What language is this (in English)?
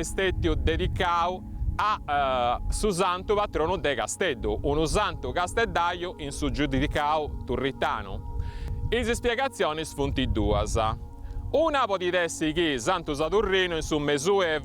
Sardinian